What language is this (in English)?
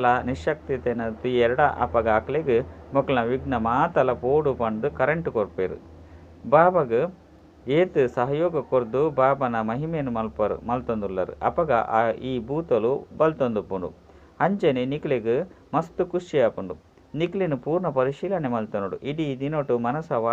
Tulu